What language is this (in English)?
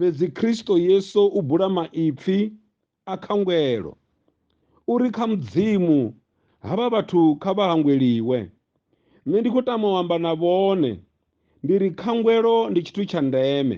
Venda